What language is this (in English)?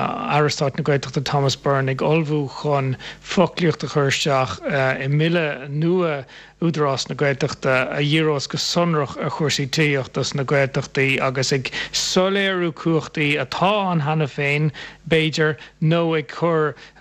Irish